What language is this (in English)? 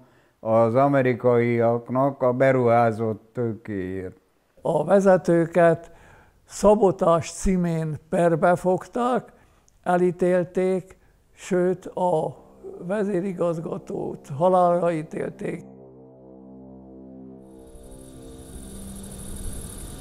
Hungarian